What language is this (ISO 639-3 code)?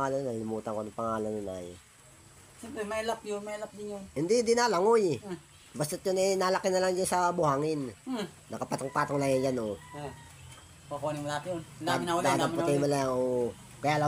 fil